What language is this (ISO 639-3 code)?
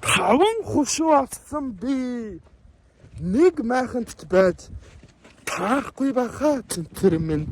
mon